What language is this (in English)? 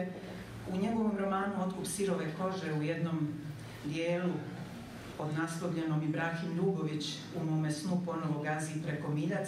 Bosnian